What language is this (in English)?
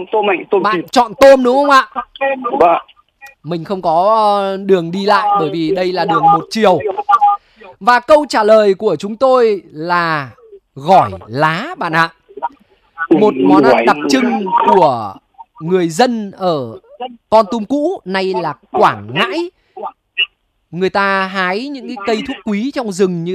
Vietnamese